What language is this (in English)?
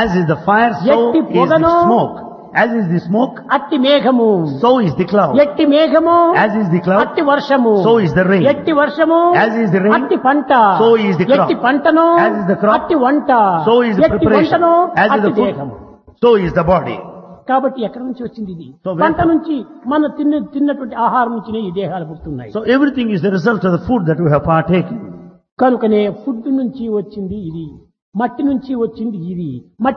Telugu